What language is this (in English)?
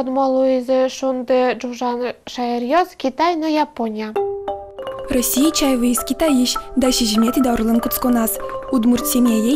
Udmurt